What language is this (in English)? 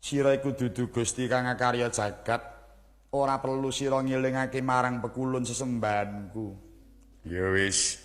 Javanese